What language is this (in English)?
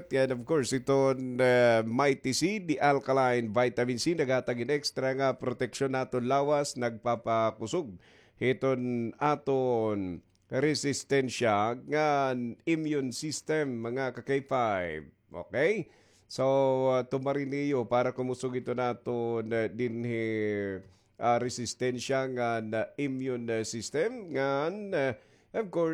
Waray